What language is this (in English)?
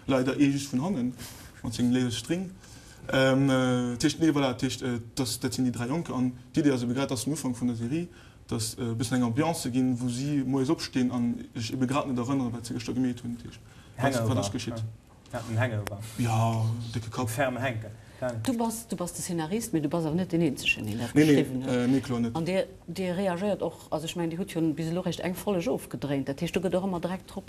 Luxembourgish